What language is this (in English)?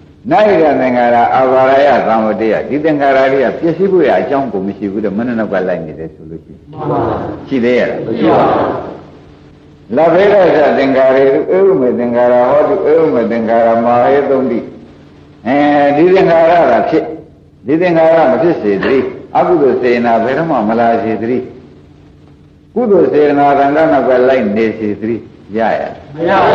Burmese